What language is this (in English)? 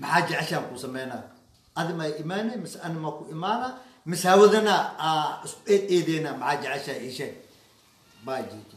Somali